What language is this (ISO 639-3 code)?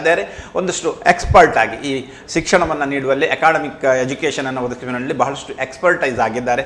kan